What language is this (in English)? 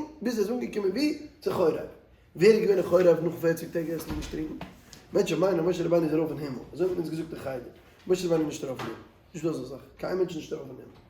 Yiddish